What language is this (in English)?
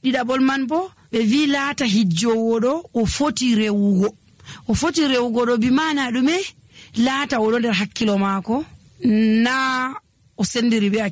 Nigerian Fulfulde